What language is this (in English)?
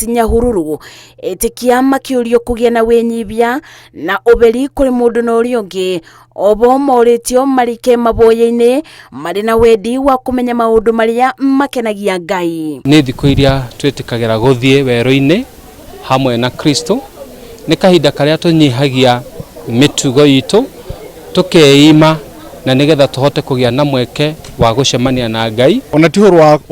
Kikuyu